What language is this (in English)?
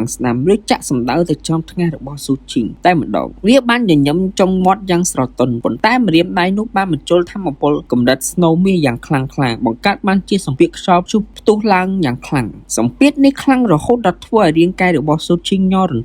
Khmer